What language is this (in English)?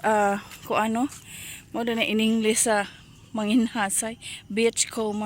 Cebuano